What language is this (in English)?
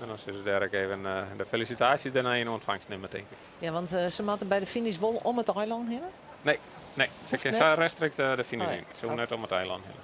Western Frisian